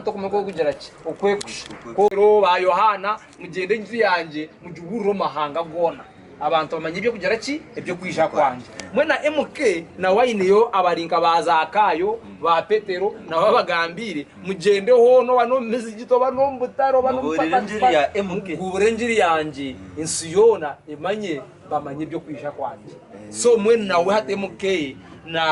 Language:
Nyankole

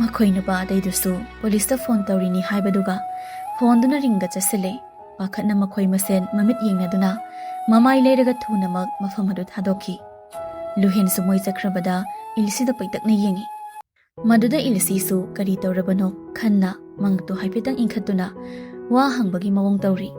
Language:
Manipuri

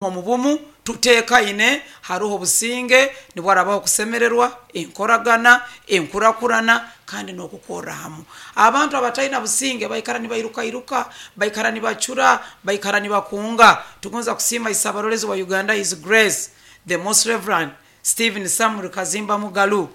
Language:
Nyoro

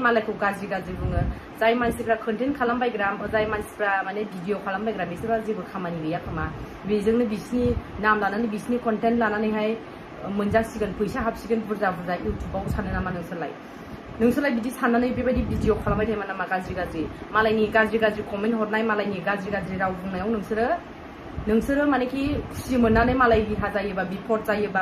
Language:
Bodo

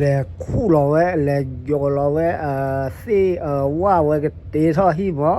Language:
S'gaw Karen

